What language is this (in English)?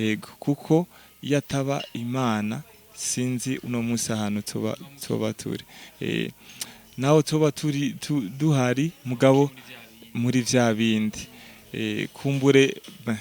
Rundi